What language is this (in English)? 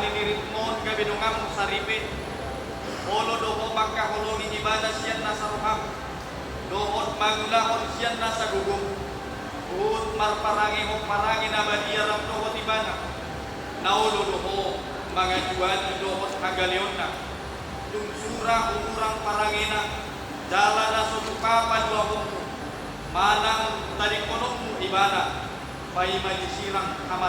Batak Toba